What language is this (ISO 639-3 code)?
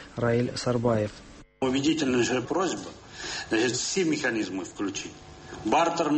tat